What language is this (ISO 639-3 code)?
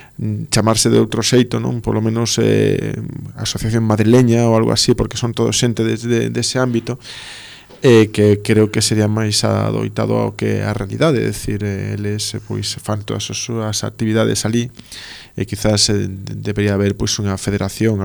glg